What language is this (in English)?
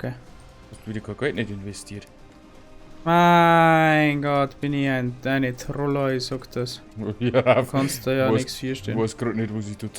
Bavarian